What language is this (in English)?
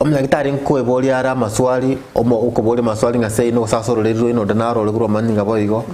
Gusii